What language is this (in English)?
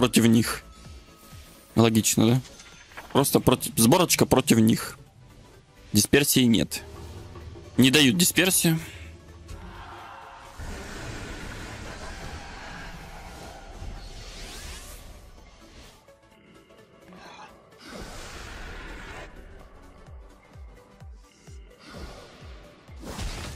Russian